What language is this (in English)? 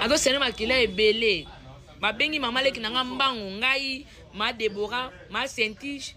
Lingala